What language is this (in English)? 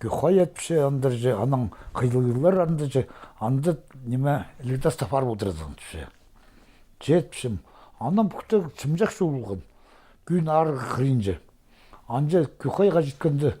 Khakas